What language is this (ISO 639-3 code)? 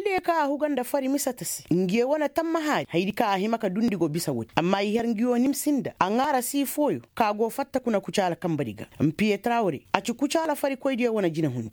ses